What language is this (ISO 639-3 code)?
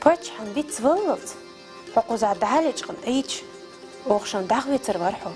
che